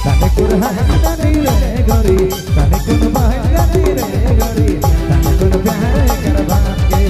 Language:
Sadri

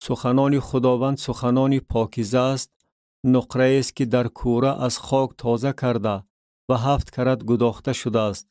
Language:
Tajik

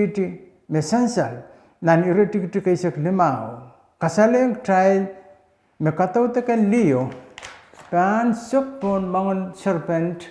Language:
Pohnpeian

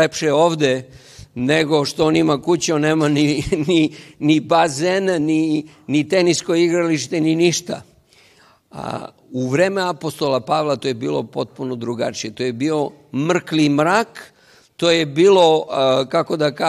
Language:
Serbian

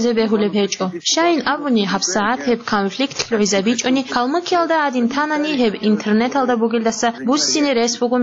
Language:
Avaric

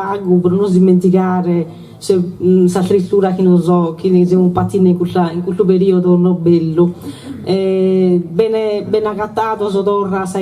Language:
Sardinian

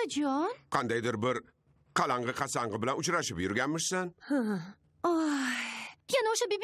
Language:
Uzbek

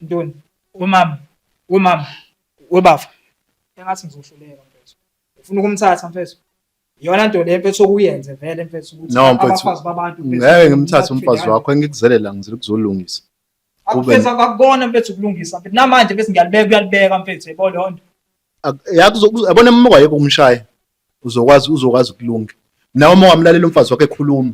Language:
Zulu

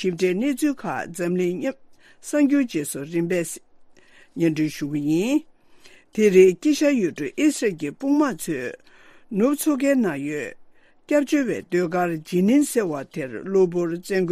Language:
Tibetan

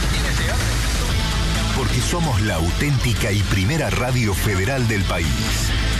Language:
Spanish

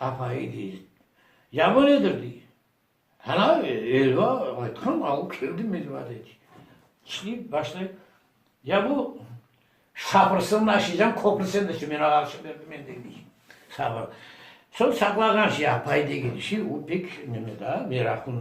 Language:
Crimean Tatar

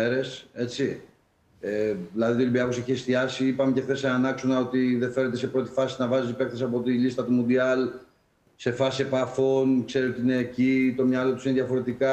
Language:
Greek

